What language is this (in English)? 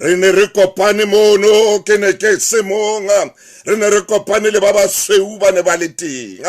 Southern Sotho